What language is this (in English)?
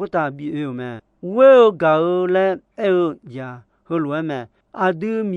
Akha